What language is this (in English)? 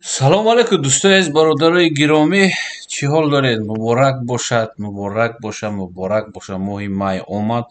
Tajik